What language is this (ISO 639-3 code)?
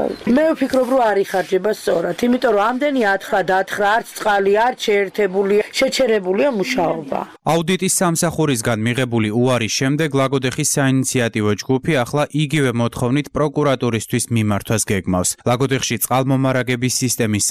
kat